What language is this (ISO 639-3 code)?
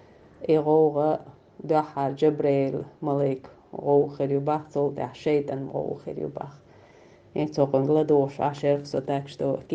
che